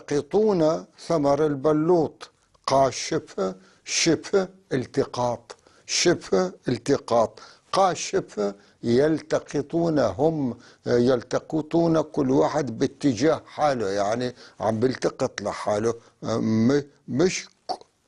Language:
North Levantine Arabic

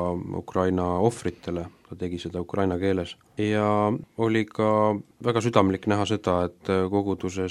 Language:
Estonian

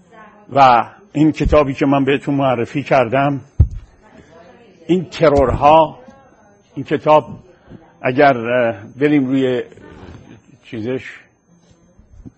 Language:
Persian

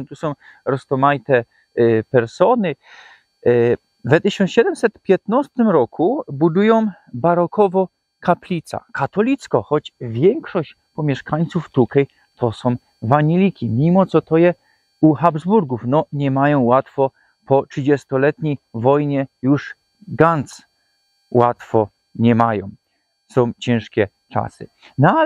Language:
Silesian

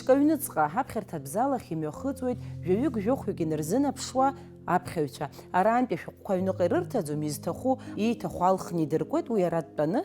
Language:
Abkhazian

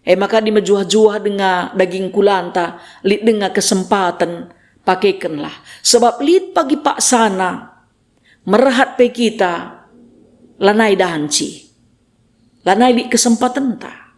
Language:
Batak Karo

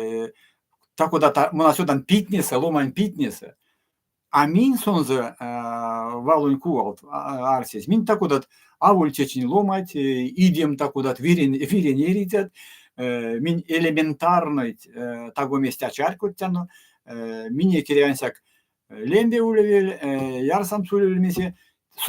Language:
Erzya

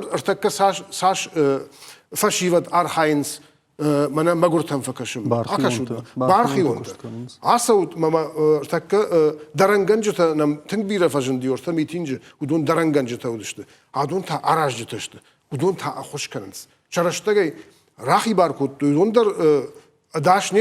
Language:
Ossetic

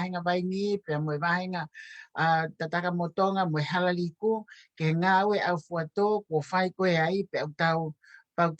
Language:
Tongan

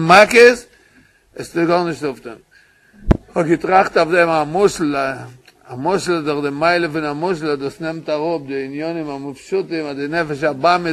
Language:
Yiddish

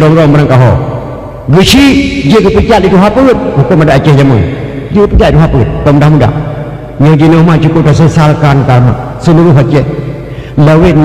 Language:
Achinese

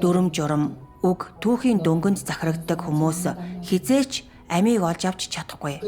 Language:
Mongolian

